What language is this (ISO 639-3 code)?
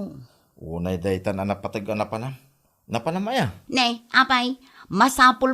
ilo